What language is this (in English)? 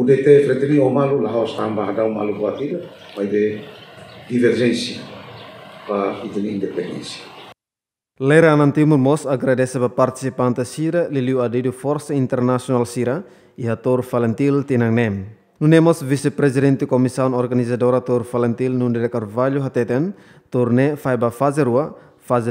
Tetum